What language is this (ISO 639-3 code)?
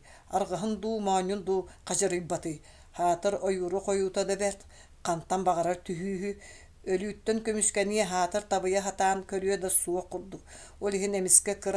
sah